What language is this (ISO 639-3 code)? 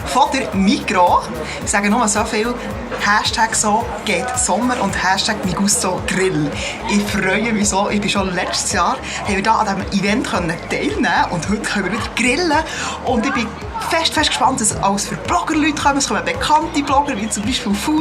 gsw